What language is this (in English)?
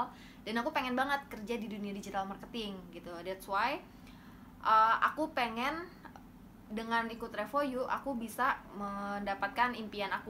Indonesian